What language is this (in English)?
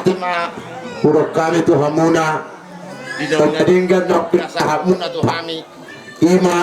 Batak Toba